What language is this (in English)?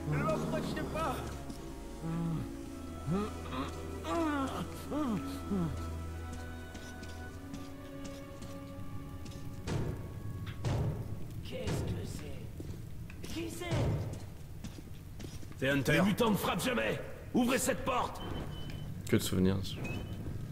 French